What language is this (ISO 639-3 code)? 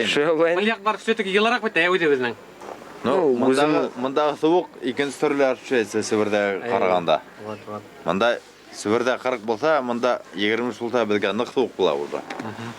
bak